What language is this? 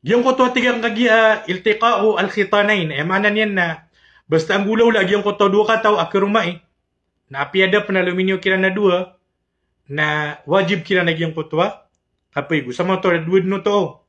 Maranao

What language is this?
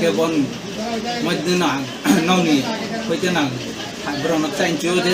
Kok Borok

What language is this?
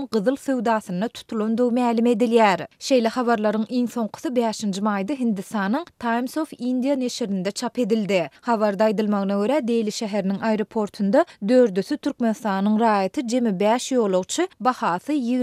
Turkmen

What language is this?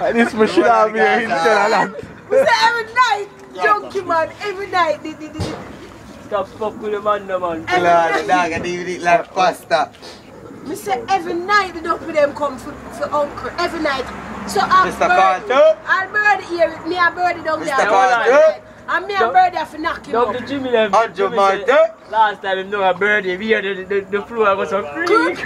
Jamaican Creole English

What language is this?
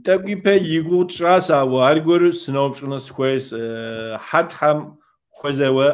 Kabardian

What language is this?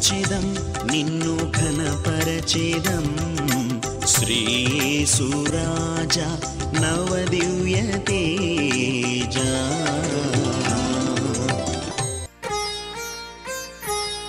Telugu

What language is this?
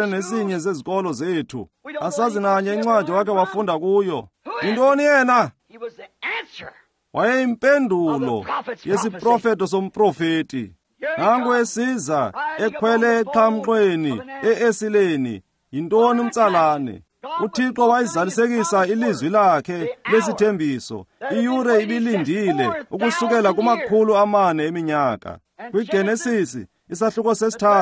Xhosa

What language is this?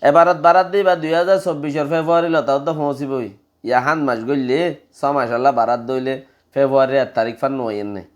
Rohingya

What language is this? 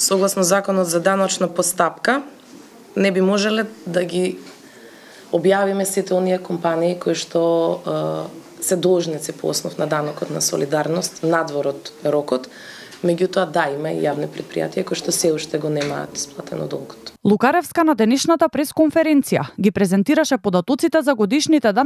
Macedonian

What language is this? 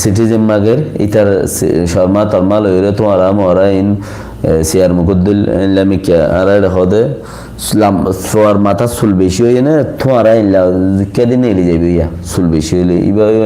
Rohingya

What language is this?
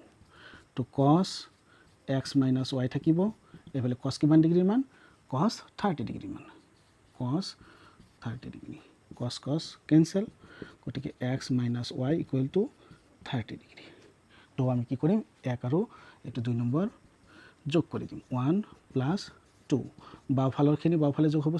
Assamese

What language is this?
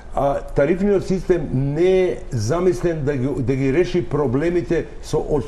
Macedonian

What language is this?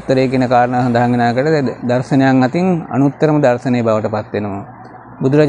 Sinhala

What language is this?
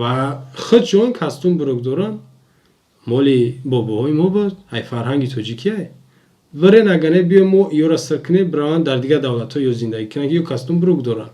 Tajik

